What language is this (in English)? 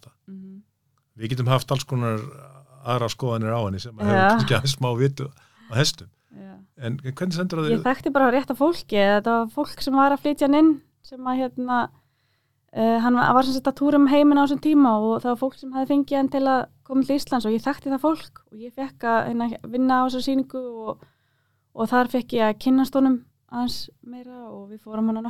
Icelandic